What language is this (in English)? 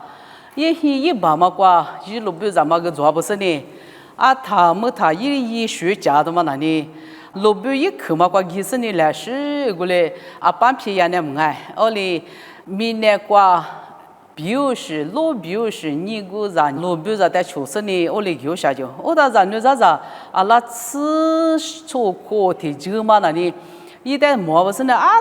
Lisu